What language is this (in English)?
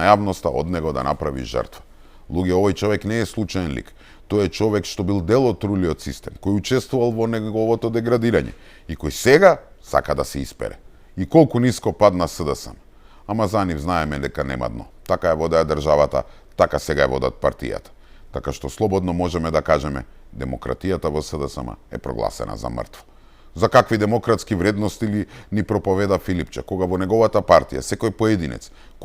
Macedonian